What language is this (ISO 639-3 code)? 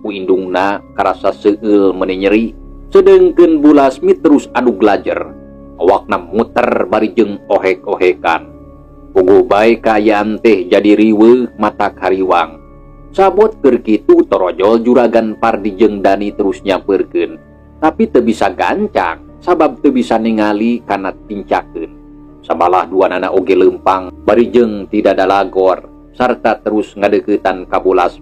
sun